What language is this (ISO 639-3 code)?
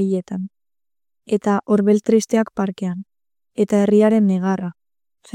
eus